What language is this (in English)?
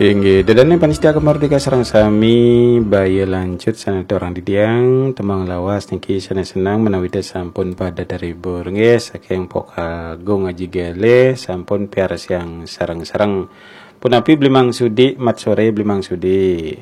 Balinese